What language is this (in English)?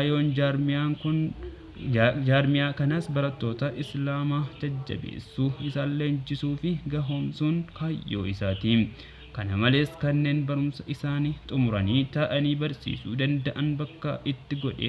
Oromo